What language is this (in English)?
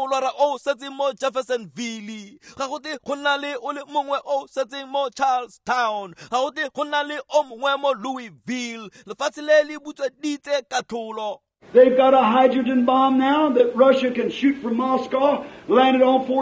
Tswana